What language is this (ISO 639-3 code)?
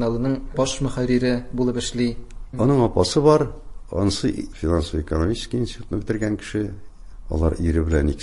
tat